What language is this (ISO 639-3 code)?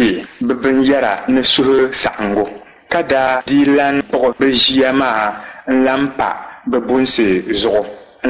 dag